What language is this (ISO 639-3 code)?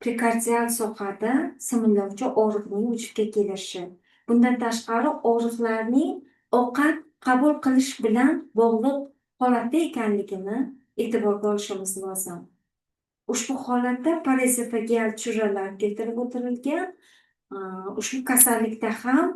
uzb